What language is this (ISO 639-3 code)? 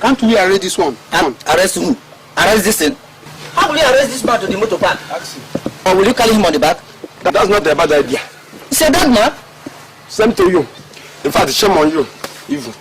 pcm